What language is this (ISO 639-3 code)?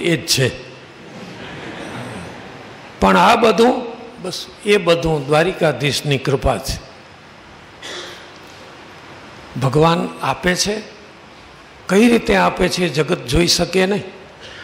guj